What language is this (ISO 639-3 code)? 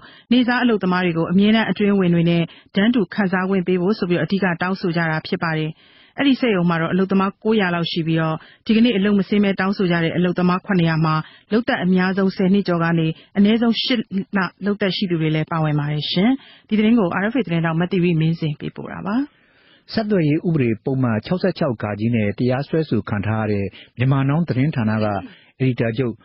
mya